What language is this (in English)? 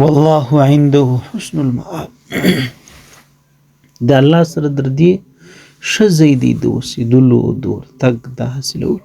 Pashto